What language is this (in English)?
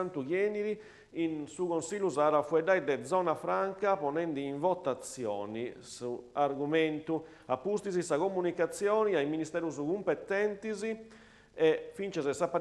Sardinian